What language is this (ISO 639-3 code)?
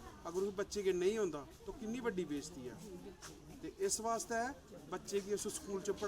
doi